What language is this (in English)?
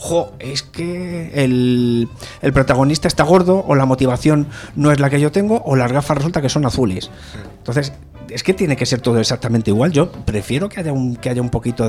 Spanish